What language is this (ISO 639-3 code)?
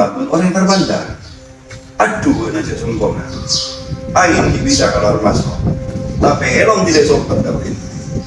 mad